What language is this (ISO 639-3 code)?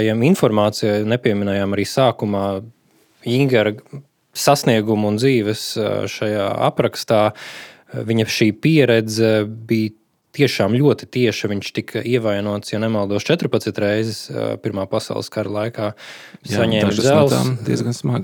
lav